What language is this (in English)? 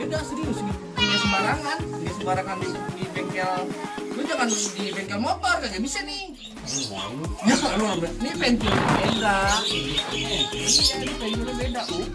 Betawi